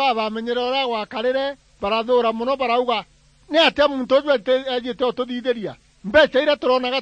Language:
Meru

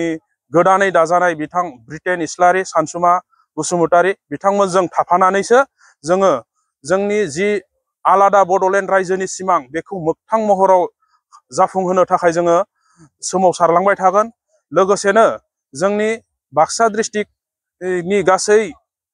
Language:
Bodo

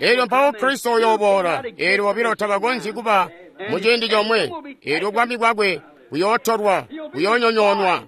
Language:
Tonga (Zambia)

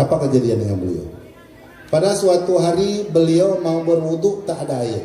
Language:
Achinese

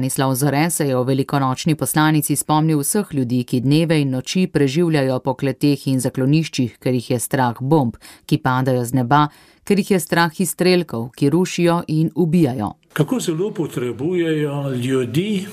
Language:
Slovenian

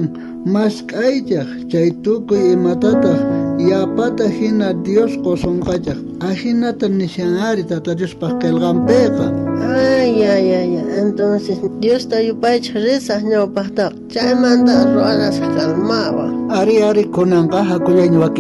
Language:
South Bolivian Quechua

